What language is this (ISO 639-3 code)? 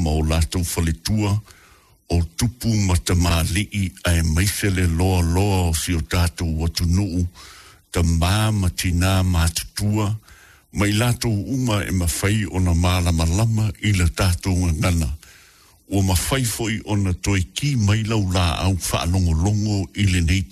smo